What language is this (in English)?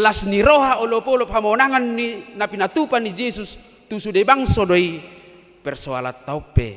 Batak Toba